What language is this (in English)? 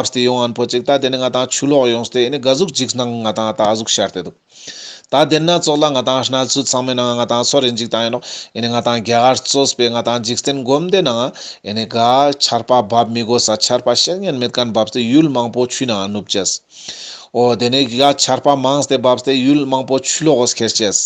Ladakhi